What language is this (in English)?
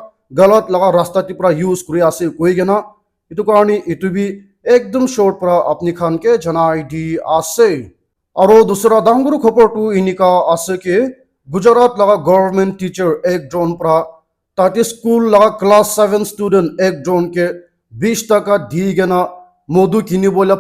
Naga Pidgin